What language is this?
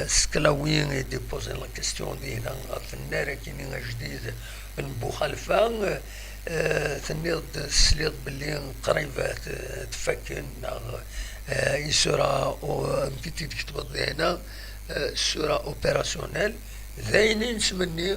Kabyle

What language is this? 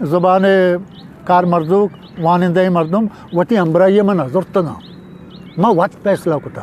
Eastern Balochi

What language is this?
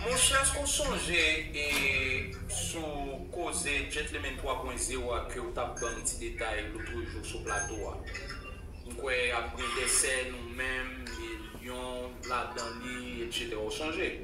Haitian Creole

